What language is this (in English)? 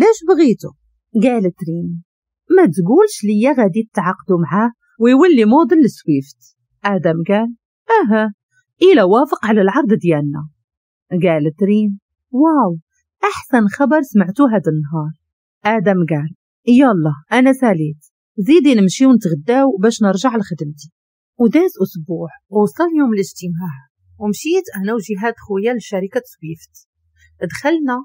Moroccan Arabic